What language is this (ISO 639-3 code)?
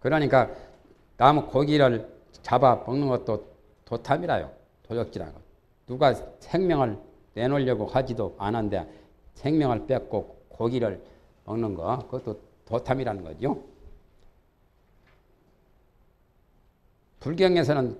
kor